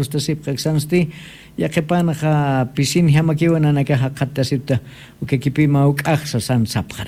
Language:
Aymara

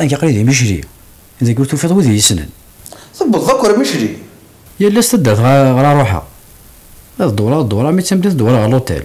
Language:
Kabyle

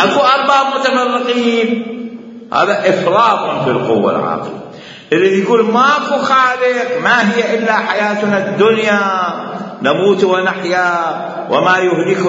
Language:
Mesopotamian Arabic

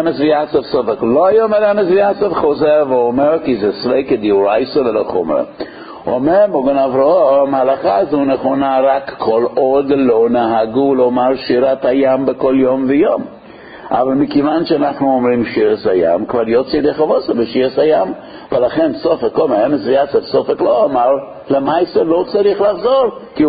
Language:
Hebrew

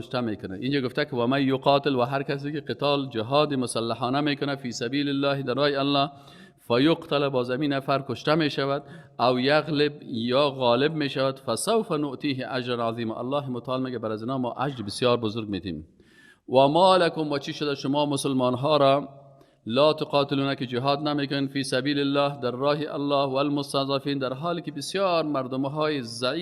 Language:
Persian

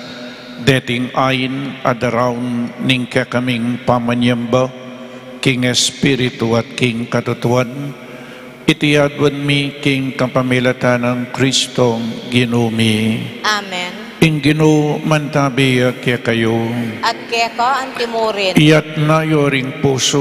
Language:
Pampanga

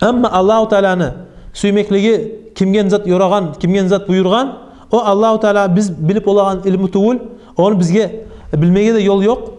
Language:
Kumyk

